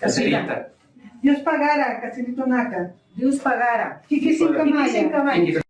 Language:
Aymara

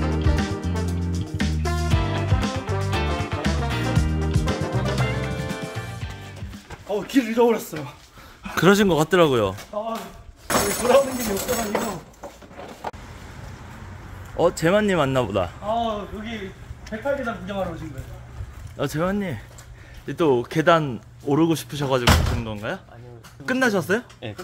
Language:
Korean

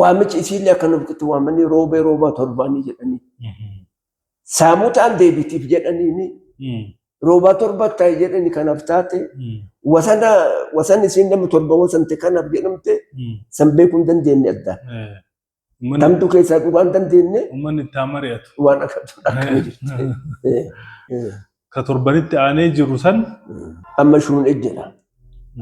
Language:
Oromo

